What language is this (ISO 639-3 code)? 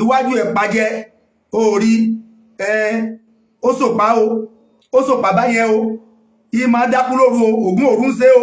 yor